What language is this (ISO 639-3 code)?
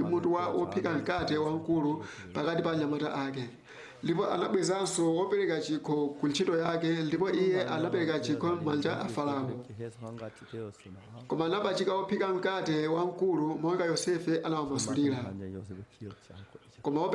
nya